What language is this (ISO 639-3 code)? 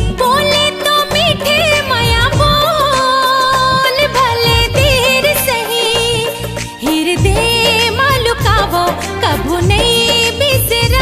hne